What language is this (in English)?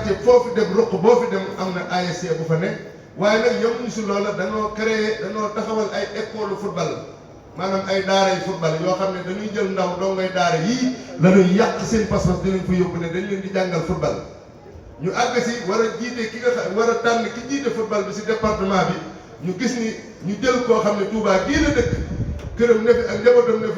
Wolof